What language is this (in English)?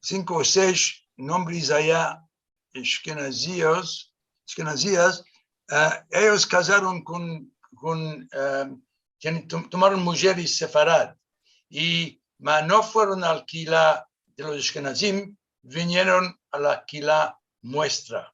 Ladino